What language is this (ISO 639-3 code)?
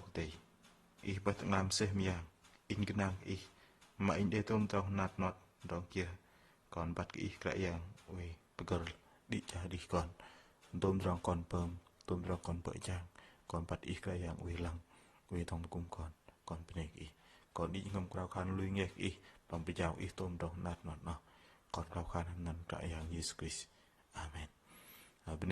bdq